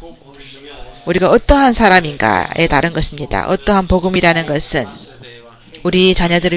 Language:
Korean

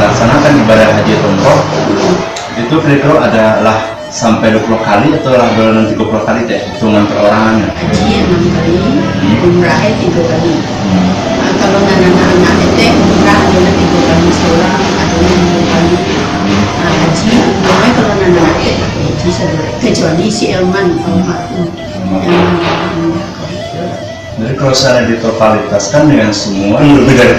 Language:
Minangkabau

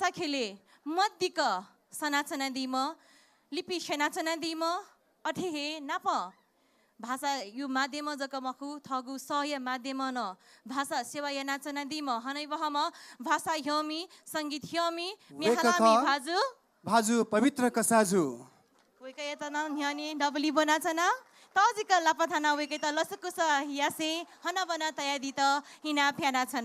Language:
Newari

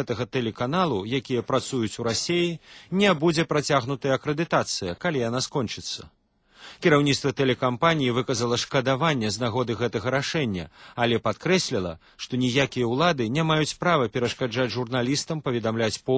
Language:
Belarusian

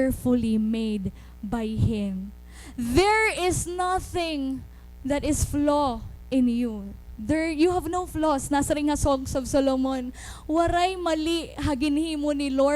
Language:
Waray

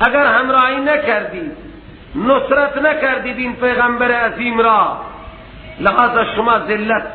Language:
Persian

